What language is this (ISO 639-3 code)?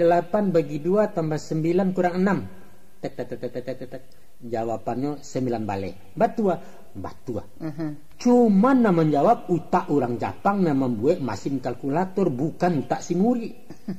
min